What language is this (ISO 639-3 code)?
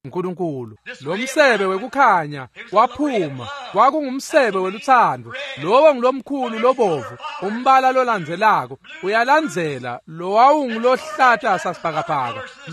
ssw